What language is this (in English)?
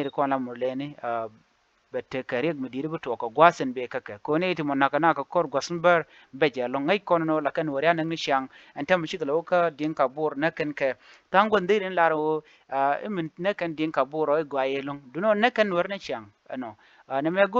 Nuer